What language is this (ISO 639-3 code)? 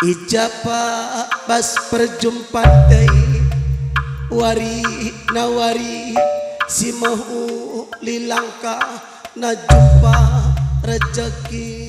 btx